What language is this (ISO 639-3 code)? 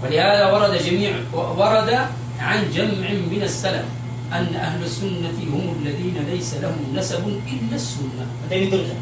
mrw